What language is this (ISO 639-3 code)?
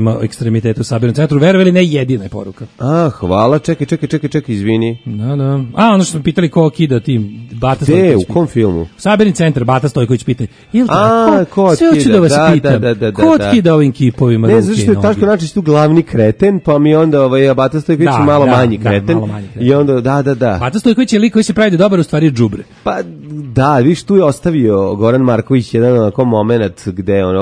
srp